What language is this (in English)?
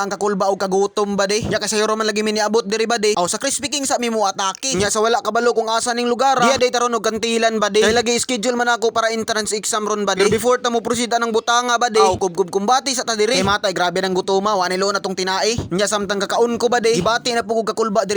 Cebuano